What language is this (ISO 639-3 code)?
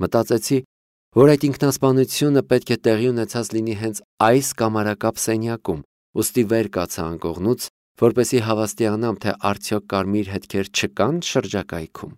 hye